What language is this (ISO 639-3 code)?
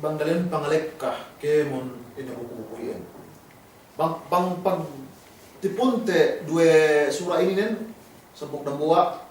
yka